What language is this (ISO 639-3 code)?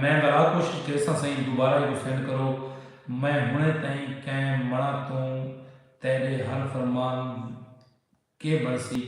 skr